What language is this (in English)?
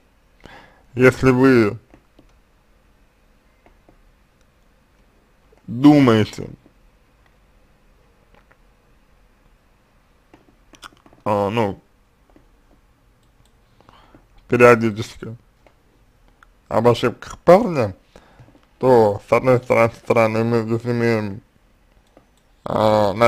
Russian